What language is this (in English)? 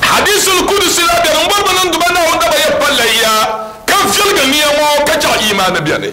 Dagbani